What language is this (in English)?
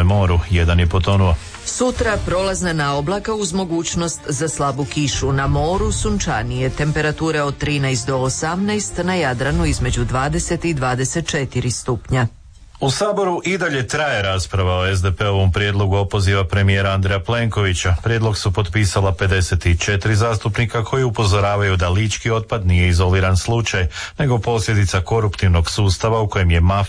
Croatian